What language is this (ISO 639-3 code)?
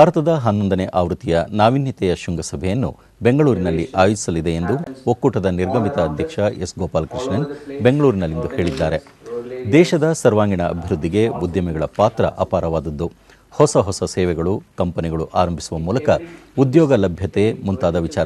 kan